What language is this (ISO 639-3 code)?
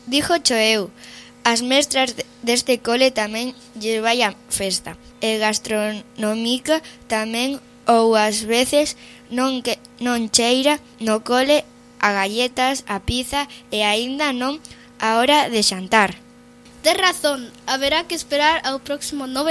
glg